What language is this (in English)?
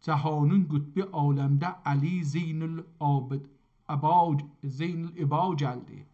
South Azerbaijani